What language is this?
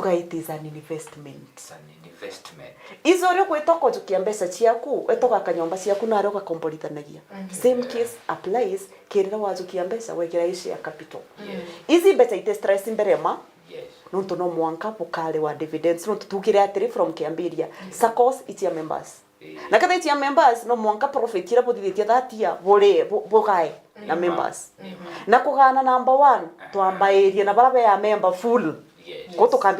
Meru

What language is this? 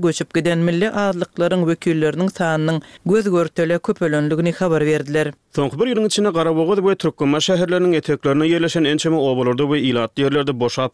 Turkmen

